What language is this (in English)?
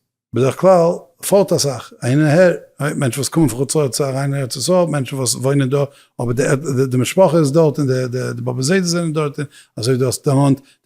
Yiddish